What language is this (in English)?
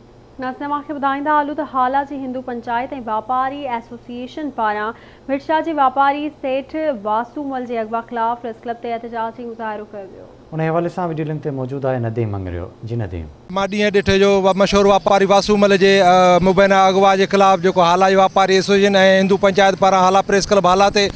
Sindhi